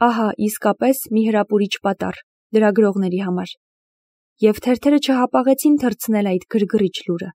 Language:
Armenian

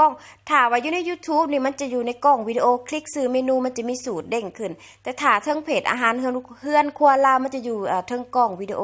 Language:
Lao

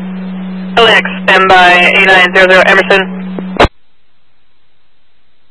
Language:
English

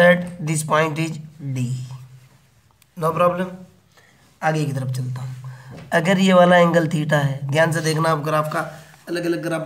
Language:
Hindi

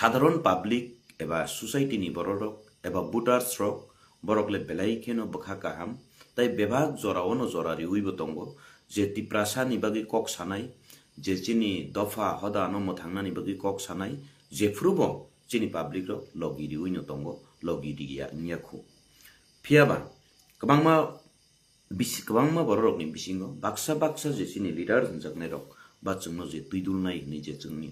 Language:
Kok Borok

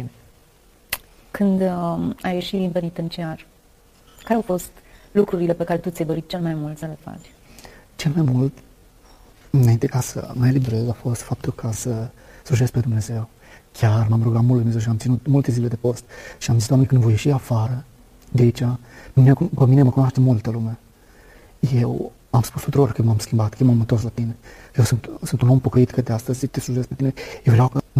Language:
Romanian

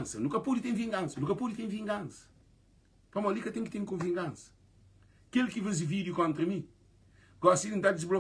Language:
Kabuverdianu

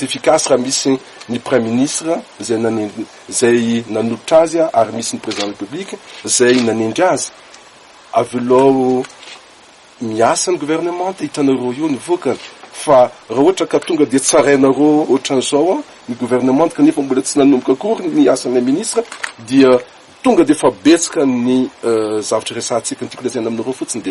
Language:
Malagasy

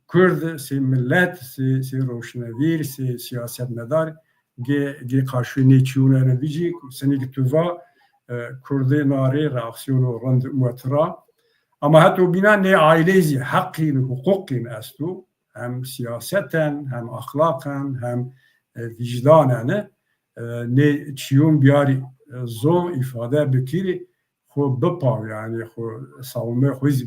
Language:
Zaza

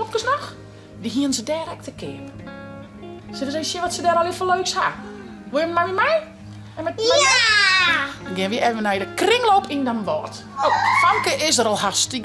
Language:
Western Frisian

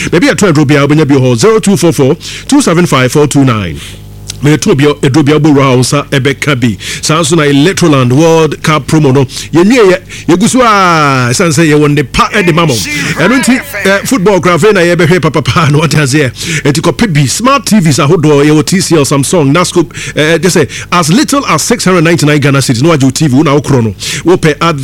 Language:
Akan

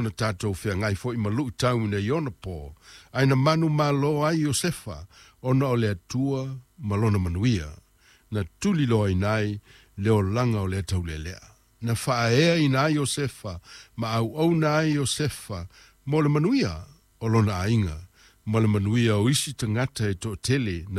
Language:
Samoan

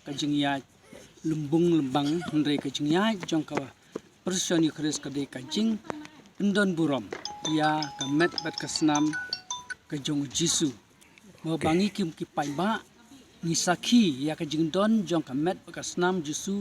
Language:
Khasi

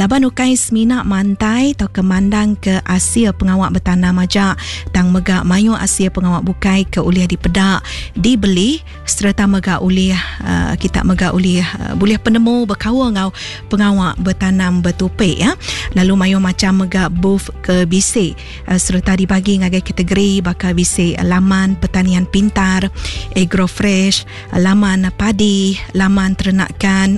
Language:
Iban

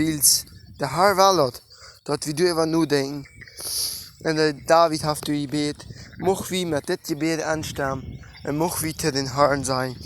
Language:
Plautdietsch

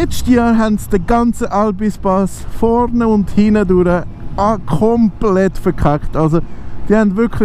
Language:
Swiss German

